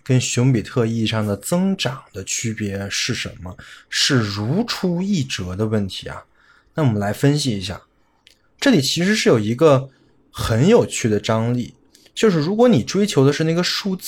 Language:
Chinese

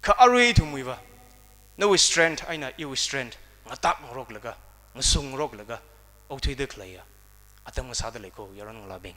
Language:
Tangkhul Naga (India)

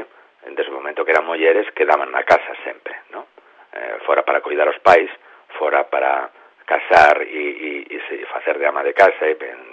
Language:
Galician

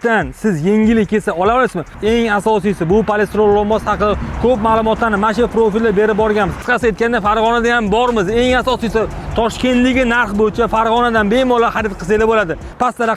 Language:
Uzbek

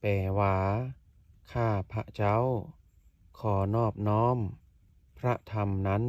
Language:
Lao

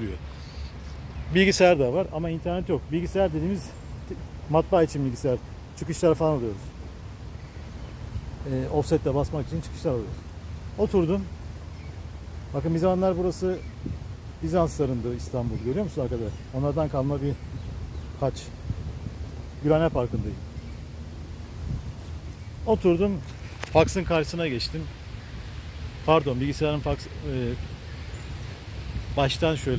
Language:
Turkish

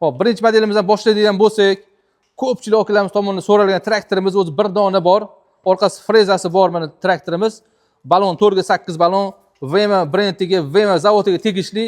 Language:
Uzbek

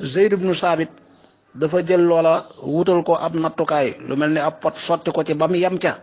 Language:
Wolof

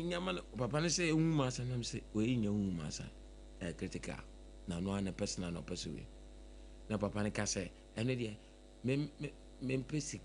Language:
Akan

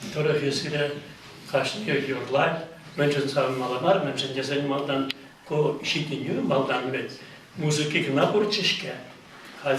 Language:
Chuvash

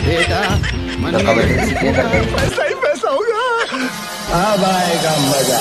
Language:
Chhattisgarhi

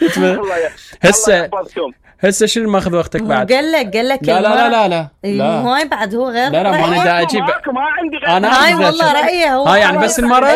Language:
Mesopotamian Arabic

